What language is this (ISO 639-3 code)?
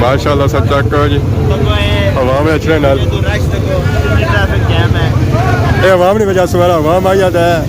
phr